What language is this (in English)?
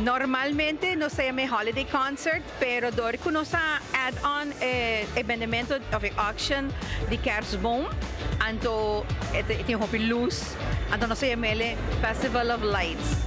Papiamento